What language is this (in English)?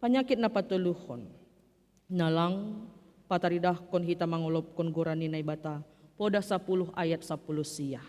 Batak Simalungun